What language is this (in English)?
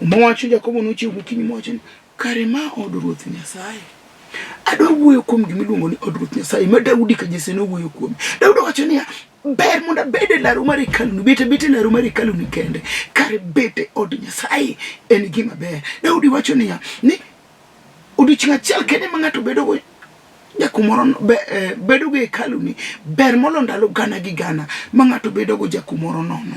Luo (Kenya and Tanzania)